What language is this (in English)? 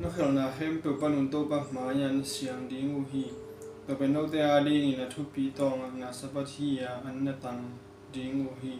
Tedim Chin